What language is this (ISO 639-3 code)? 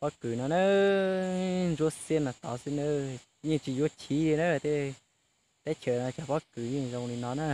hmn